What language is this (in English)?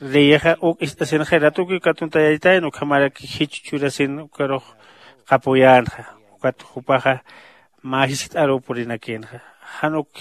Aymara